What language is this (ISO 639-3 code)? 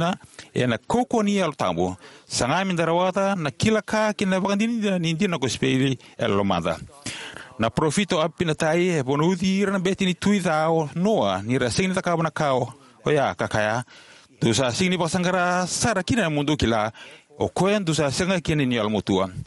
fij